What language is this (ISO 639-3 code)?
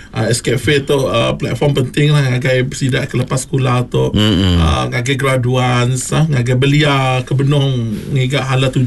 iba